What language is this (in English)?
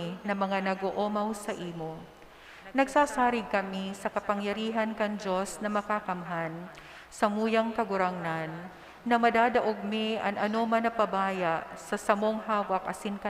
Bikol